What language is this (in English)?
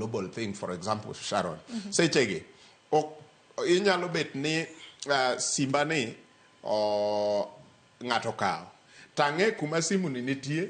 Luo (Kenya and Tanzania)